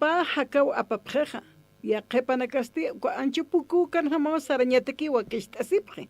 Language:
Aymara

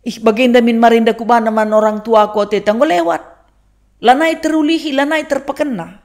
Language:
Batak Karo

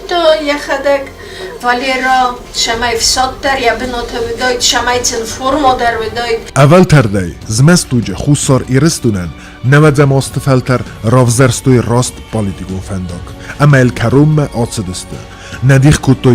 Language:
Ossetic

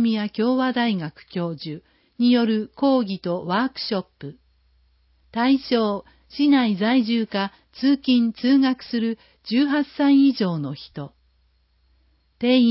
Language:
Japanese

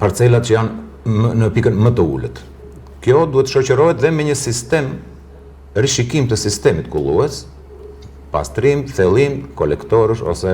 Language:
Albanian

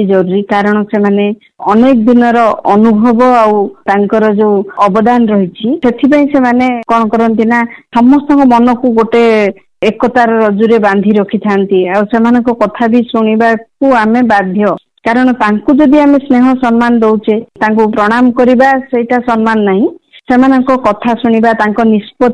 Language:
Odia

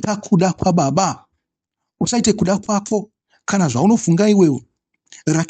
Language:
Shona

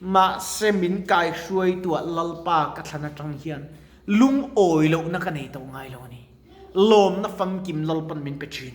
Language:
Mizo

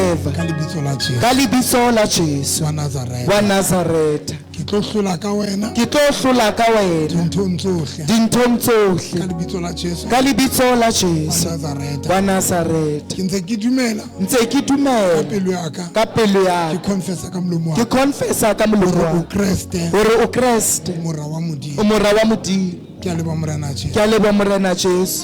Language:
Southern Sotho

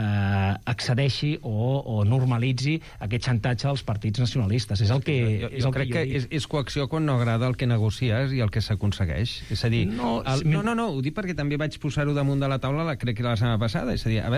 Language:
Catalan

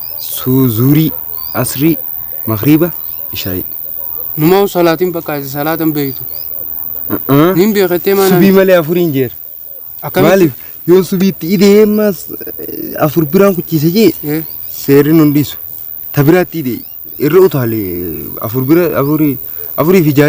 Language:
Oromo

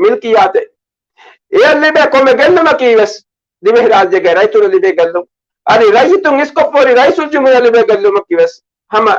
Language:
Divehi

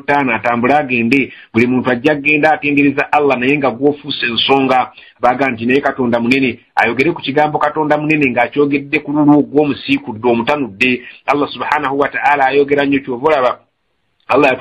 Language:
Ganda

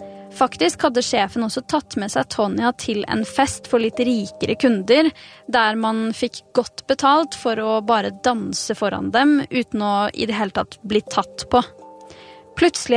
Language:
Norwegian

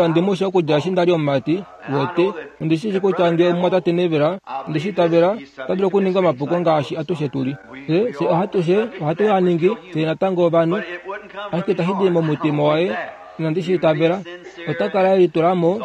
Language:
Kuanyama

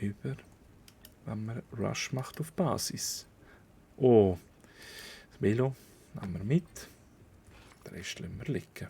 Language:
Swiss German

